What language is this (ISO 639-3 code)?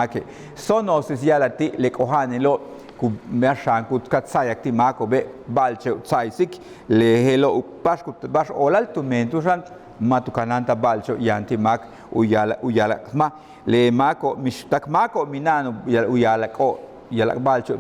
yua